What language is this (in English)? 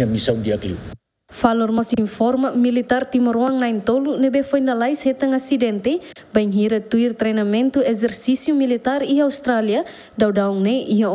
Tetum